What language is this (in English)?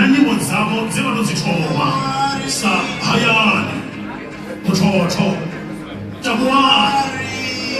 Venda